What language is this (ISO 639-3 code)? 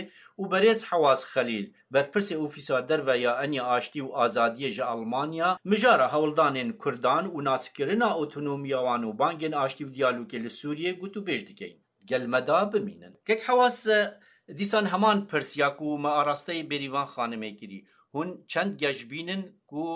kur